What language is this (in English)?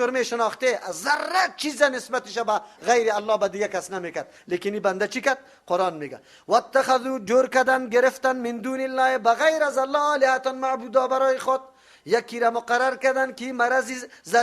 Persian